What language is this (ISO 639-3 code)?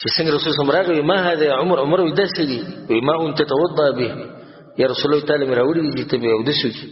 pus